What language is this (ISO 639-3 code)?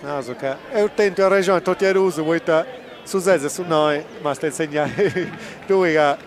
srd